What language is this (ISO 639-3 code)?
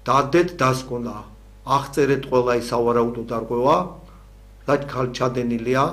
kat